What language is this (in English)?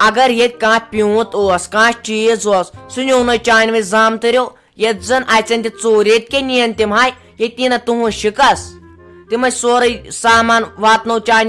Kashmiri